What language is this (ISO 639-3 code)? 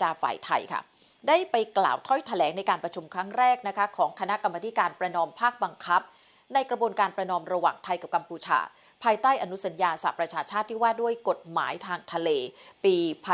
tha